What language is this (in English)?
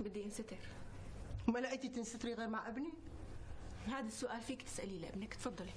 North Levantine Arabic